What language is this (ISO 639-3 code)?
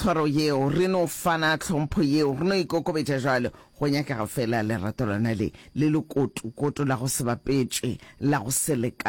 nso